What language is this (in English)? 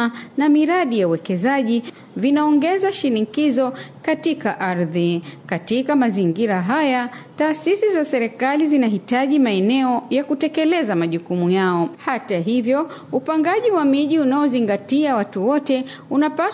Swahili